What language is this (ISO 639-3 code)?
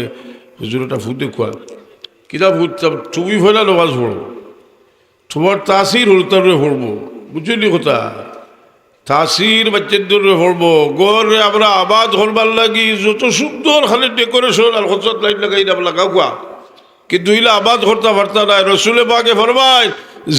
syl